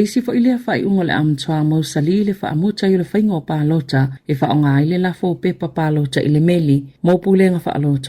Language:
Samoan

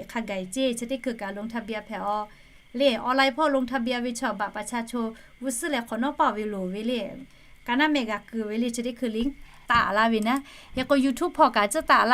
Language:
Lahu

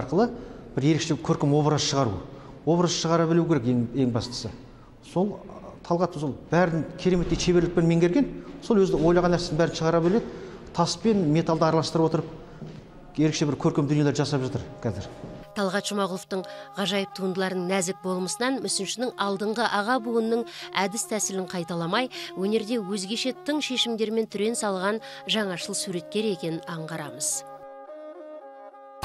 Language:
Kazakh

